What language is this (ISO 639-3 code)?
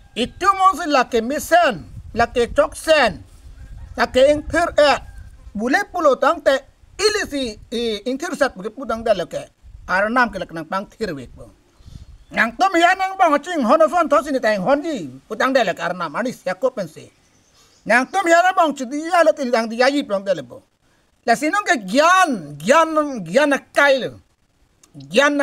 mjw